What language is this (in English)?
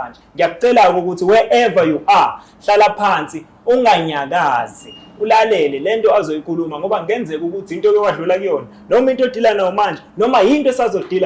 Zulu